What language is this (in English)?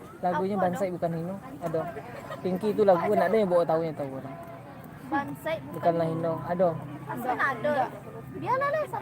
Minangkabau